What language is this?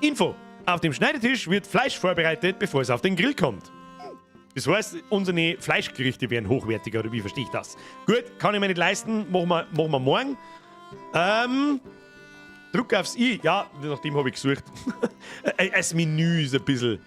Bavarian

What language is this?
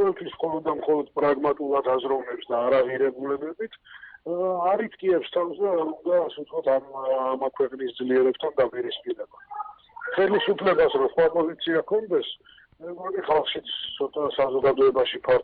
Georgian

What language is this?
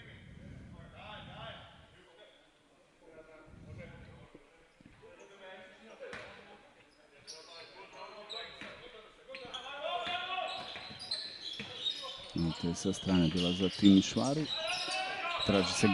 Croatian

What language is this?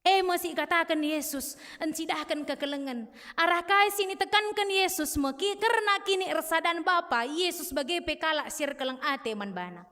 Batak Karo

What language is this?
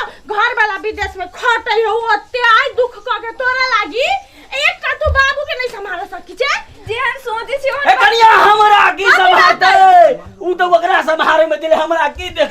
Maithili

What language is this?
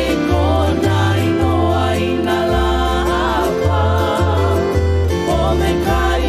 Hawaiian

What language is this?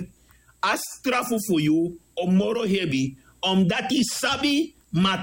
Sranan Tongo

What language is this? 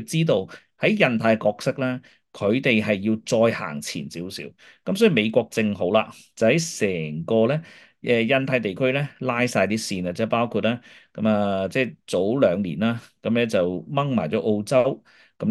Cantonese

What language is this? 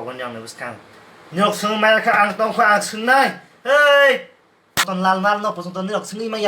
Kok Borok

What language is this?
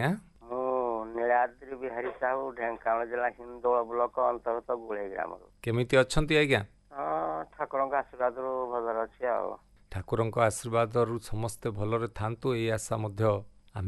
Odia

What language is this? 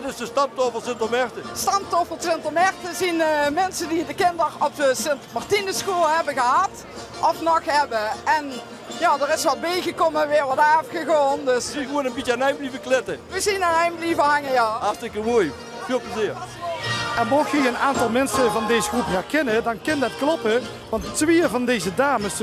Limburgish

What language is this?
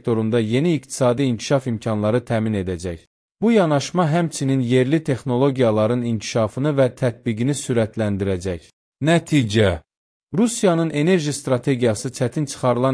Azerbaijani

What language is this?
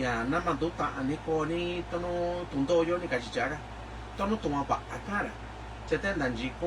Mixtepec Mixtec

